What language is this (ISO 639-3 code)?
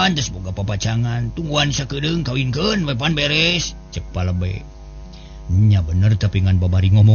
sun